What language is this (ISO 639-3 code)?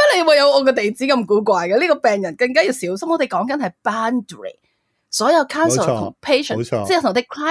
yue